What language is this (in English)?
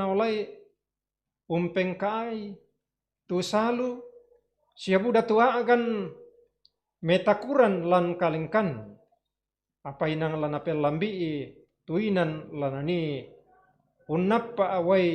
Toraja-Sa'dan